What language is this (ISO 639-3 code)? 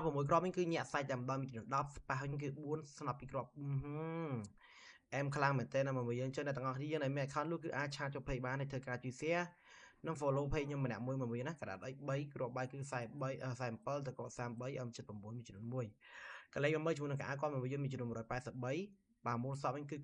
khm